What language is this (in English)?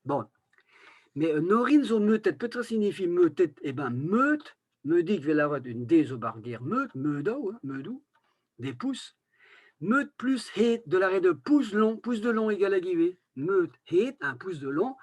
Breton